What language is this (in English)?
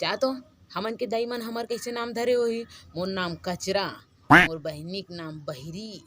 Chhattisgarhi